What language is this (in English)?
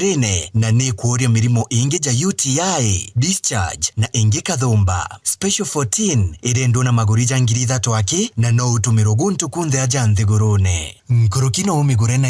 Meru